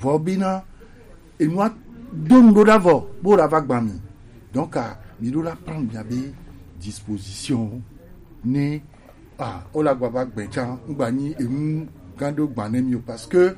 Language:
Gen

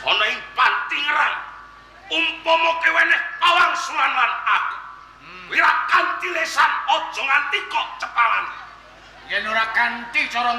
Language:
Javanese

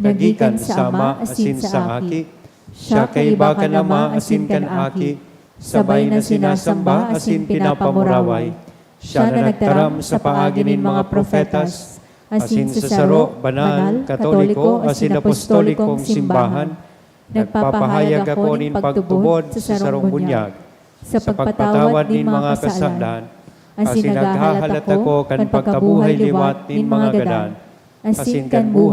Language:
Bikol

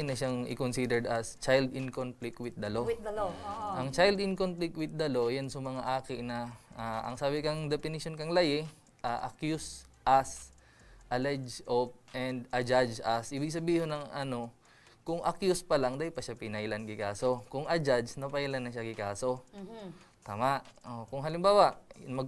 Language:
Bikol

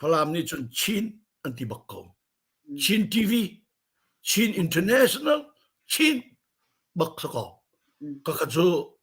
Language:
Hakha Chin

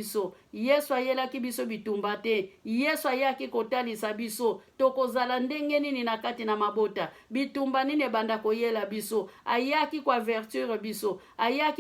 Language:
Lingala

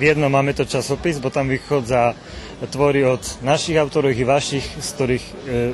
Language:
Rusyn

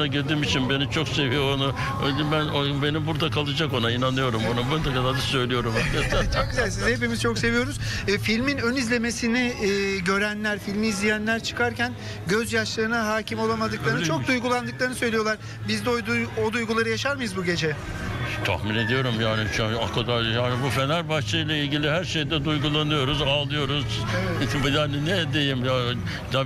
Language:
Turkish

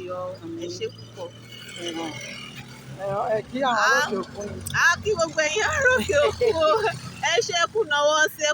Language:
Yoruba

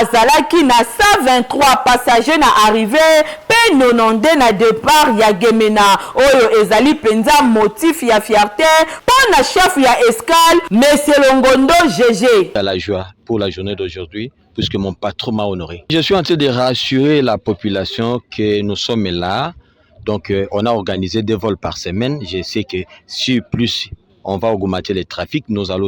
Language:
Lingala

